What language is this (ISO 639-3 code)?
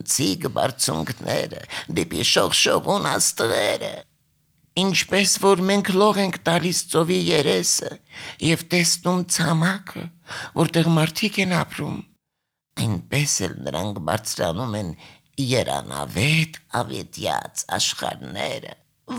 hye